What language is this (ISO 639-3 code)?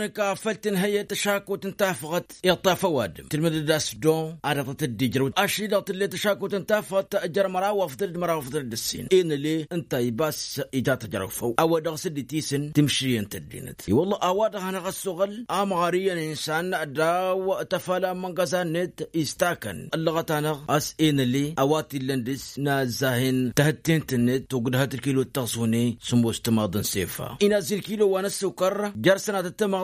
taq